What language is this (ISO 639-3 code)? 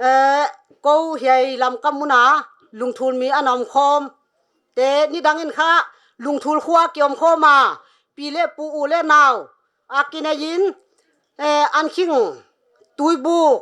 pck